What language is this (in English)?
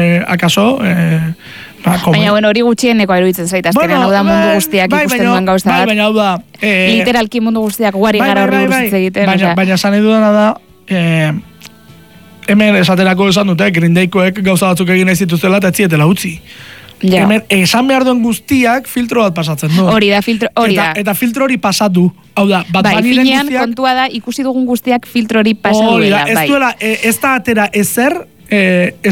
Basque